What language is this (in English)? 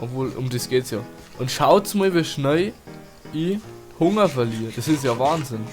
Bavarian